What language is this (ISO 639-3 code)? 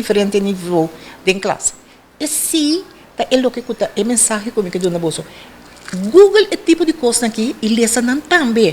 pap